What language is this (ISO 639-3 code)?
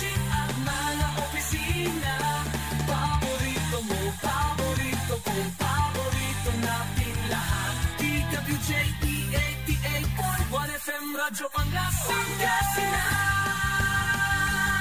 pag